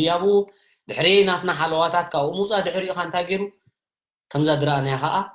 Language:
Tigrinya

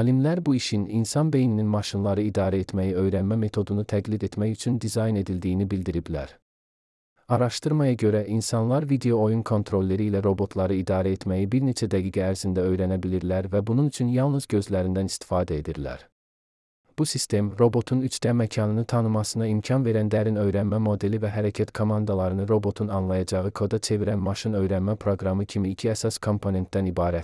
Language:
Azerbaijani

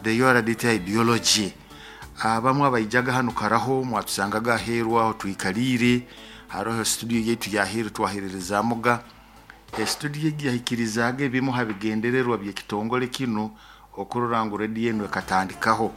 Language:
Nyoro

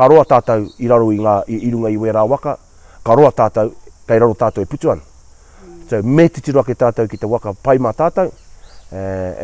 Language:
Māori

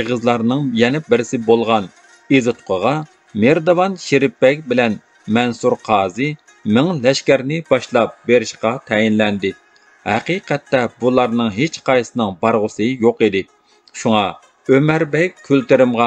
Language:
Uyghur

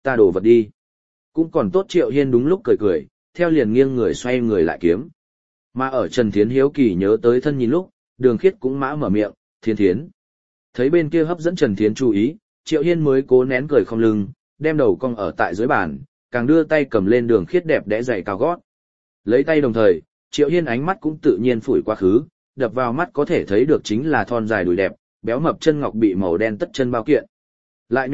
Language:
Vietnamese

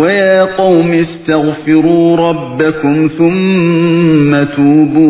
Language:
Uyghur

